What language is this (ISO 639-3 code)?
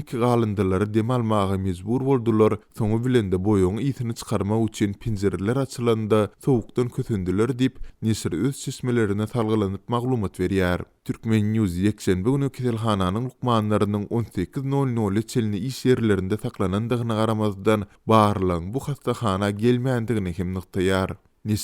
tuk